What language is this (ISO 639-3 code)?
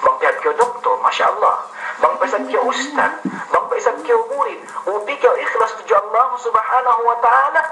yka